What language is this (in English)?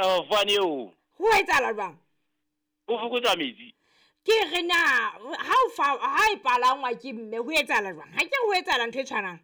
Southern Sotho